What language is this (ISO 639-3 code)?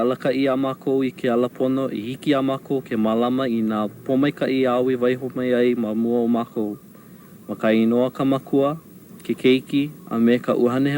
haw